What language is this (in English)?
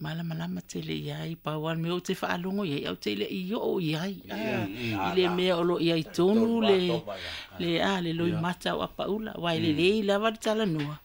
Samoan